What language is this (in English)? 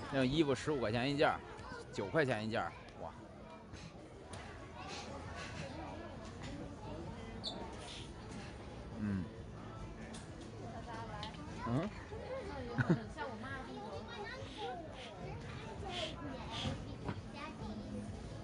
Chinese